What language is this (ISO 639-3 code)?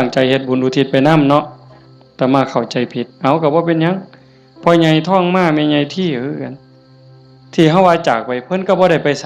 tts